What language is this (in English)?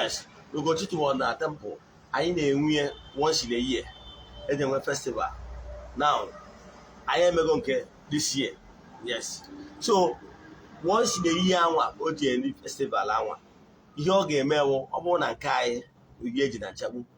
Igbo